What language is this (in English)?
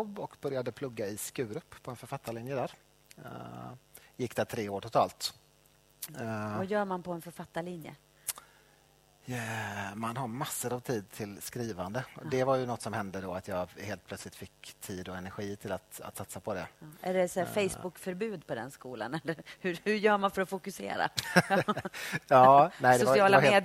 Swedish